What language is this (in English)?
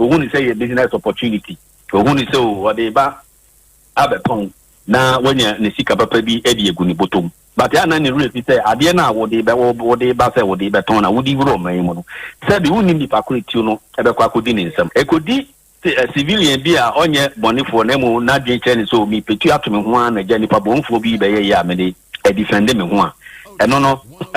Akan